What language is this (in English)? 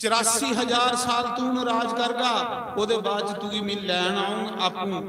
Dogri